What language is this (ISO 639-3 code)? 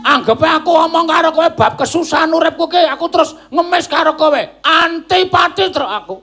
jav